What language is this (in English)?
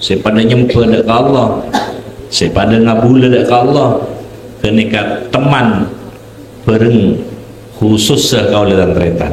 Madurese